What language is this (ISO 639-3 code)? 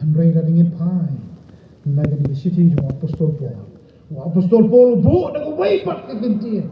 kha